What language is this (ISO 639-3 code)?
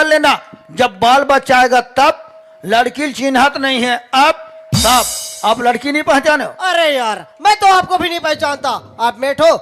hne